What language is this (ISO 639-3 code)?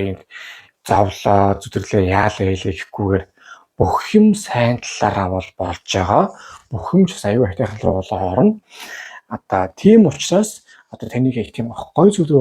mon